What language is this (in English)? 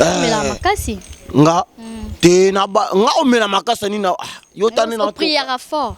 Lingala